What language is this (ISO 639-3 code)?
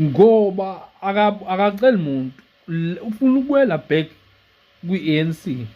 zul